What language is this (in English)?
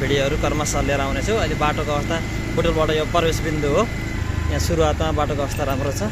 Nepali